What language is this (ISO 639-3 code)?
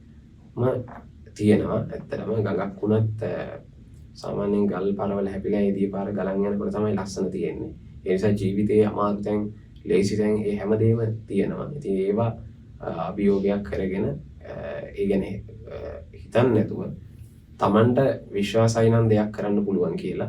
sin